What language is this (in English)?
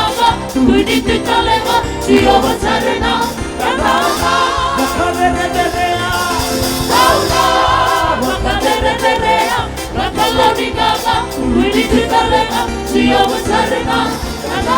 Fijian